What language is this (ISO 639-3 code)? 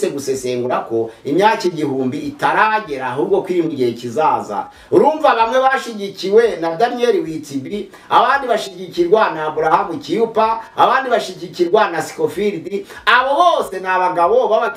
kin